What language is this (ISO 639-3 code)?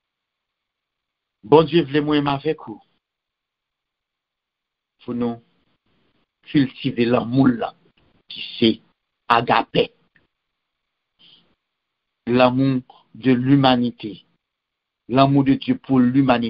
hat